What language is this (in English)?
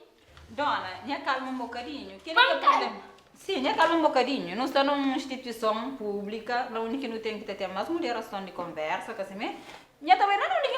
Kabuverdianu